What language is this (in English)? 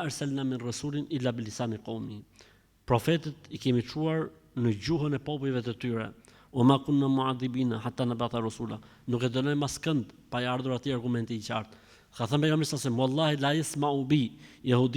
Albanian